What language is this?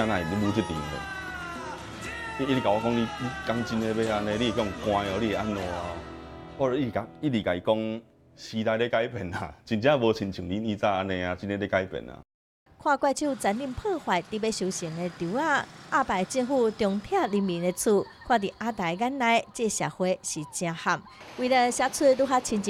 Min Nan Chinese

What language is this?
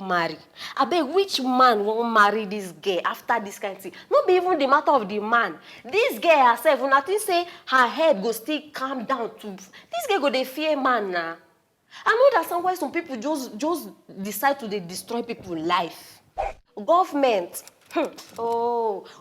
Nigerian Pidgin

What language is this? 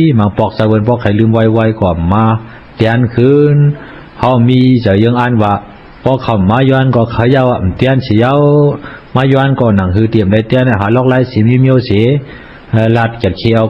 Shan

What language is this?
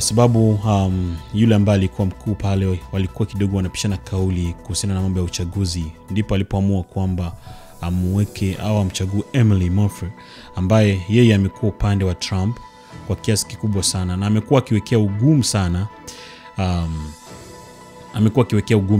Swahili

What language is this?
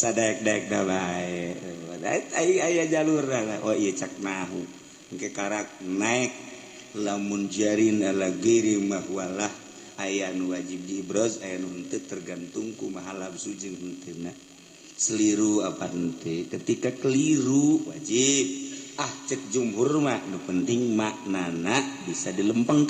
Sundanese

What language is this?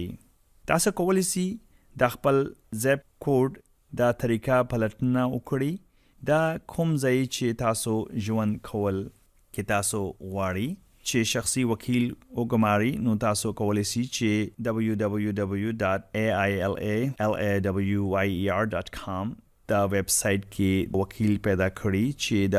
Pashto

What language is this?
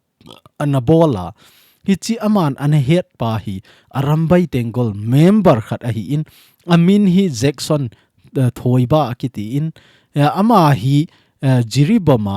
Thado Chin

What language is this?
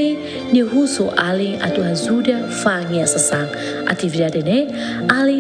Tetum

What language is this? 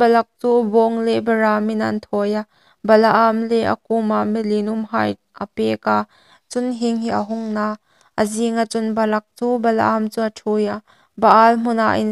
Hmar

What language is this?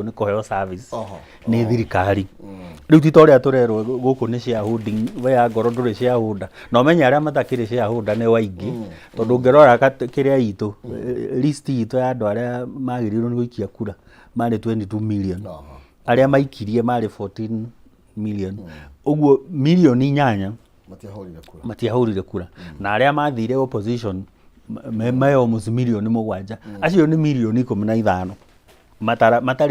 Kikuyu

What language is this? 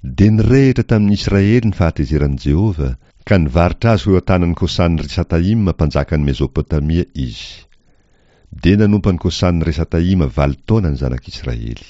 Malagasy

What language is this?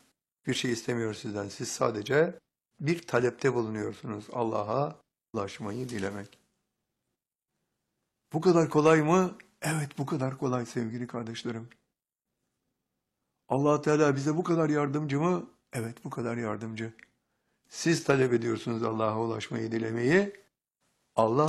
Turkish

